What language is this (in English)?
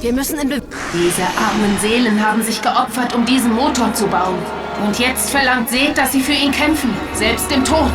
Bavarian